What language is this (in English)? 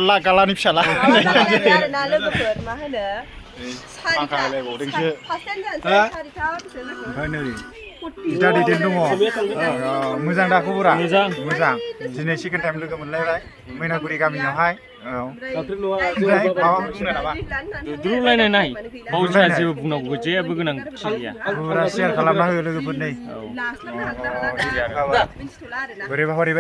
Bodo